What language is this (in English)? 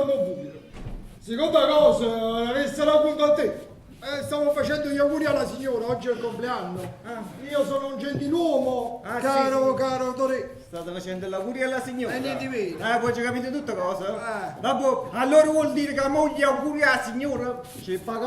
Neapolitan